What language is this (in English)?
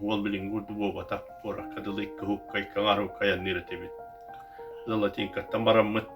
Yakut